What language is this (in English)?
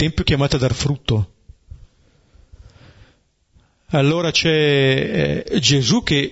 Italian